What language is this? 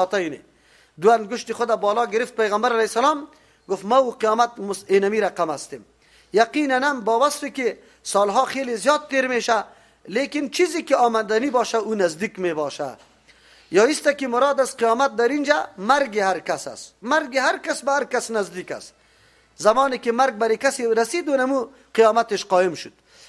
Persian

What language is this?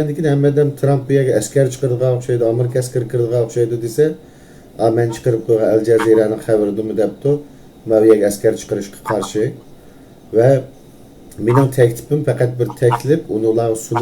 Uyghur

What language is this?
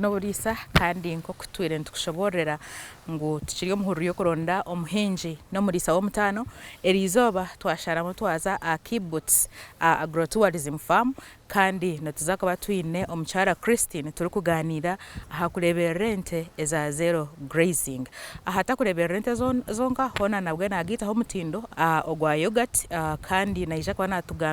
Nyankole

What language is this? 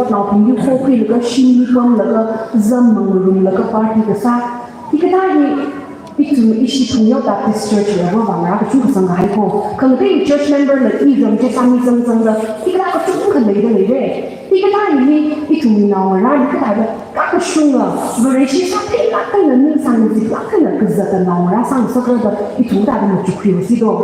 Tangkhul Naga (India)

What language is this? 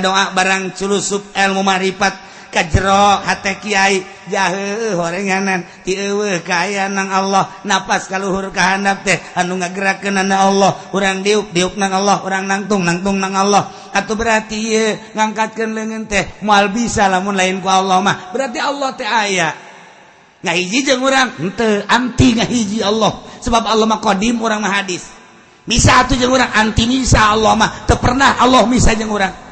Sundanese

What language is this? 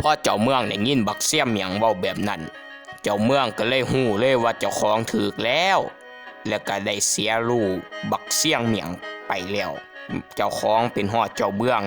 Northeastern Thai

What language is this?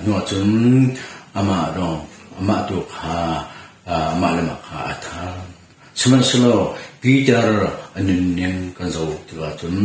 Hakha Chin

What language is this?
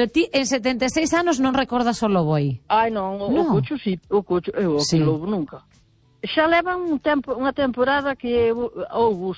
Galician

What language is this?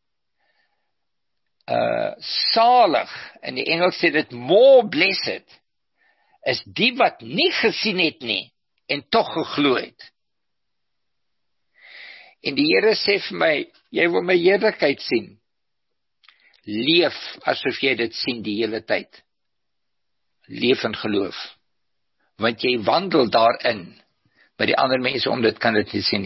Afrikaans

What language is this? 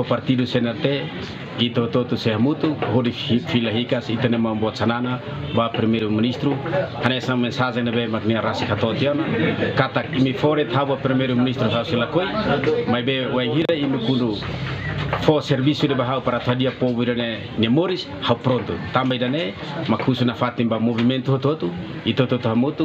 Tetum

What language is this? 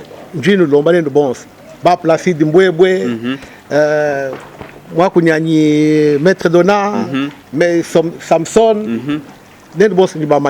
Luba-Lulua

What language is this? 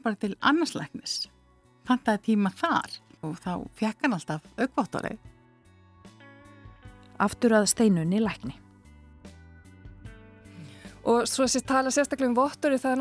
Icelandic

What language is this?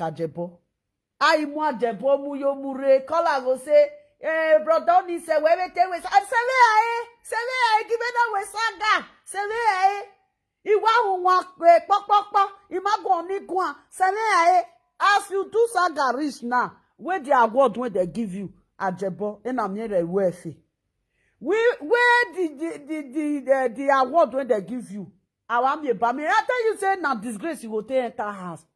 Nigerian Pidgin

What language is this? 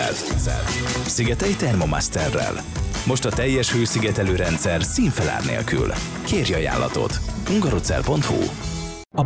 Hungarian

